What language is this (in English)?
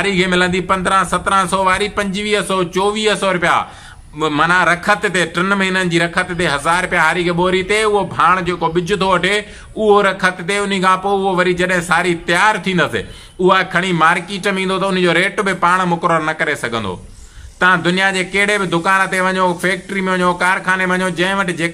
Sindhi